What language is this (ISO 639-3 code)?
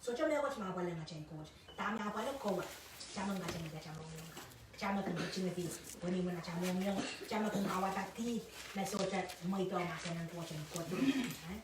pon